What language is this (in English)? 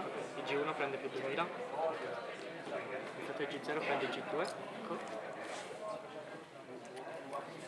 Italian